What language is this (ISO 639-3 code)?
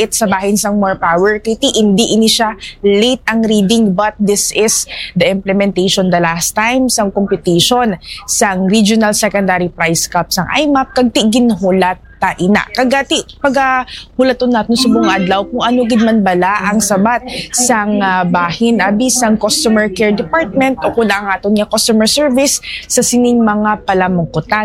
hil